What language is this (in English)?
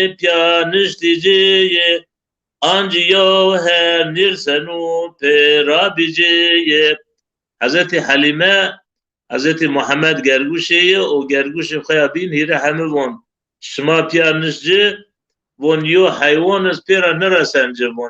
Zaza